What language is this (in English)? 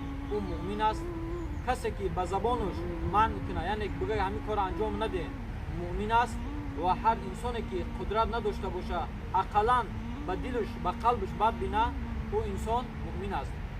Tajik